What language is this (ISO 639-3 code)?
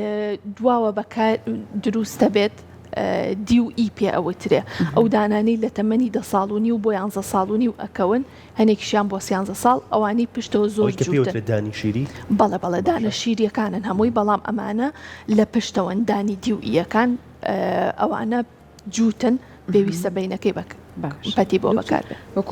ckb